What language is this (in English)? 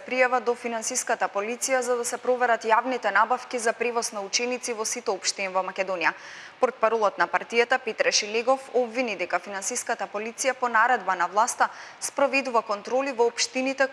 Macedonian